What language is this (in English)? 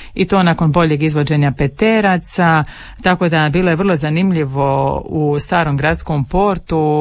Croatian